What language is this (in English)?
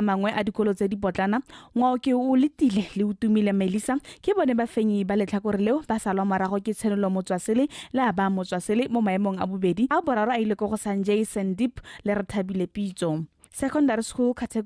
Tswana